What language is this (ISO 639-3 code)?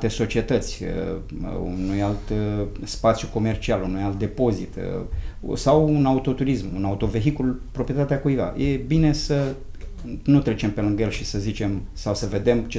ron